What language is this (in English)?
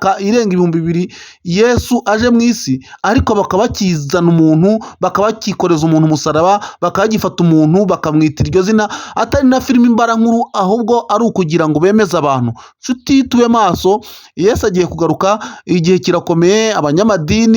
Kinyarwanda